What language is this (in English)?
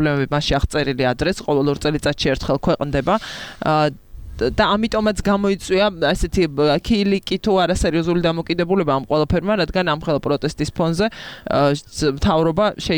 Georgian